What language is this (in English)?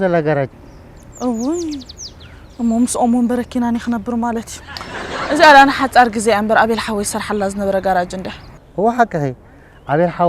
Tigrinya